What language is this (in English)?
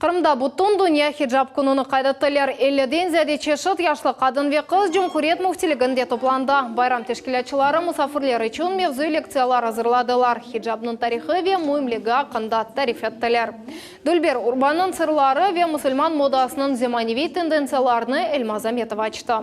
Crimean Tatar